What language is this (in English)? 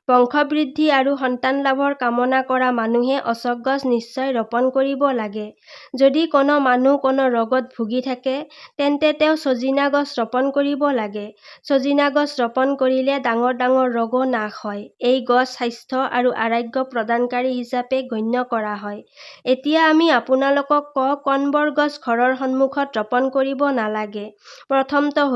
Assamese